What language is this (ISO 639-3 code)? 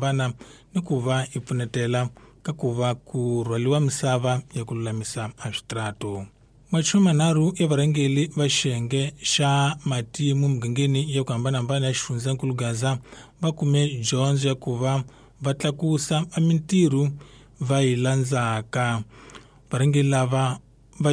tso